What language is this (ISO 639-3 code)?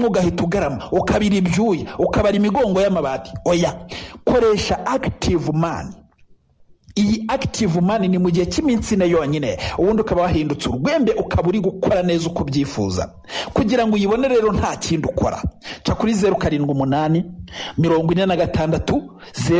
kin